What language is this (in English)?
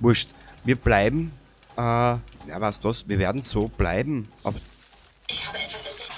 Bavarian